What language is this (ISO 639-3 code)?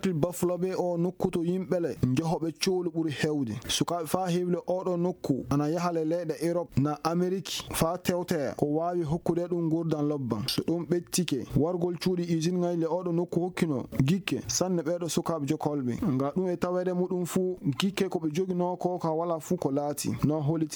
fuv